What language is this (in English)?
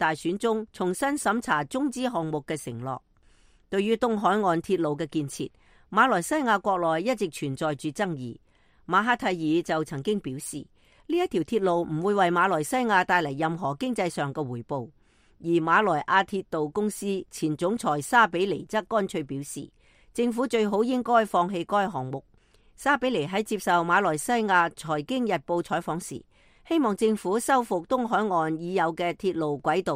Cantonese